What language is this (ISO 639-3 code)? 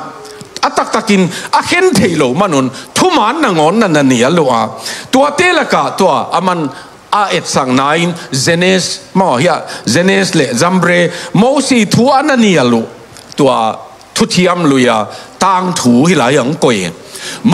ctd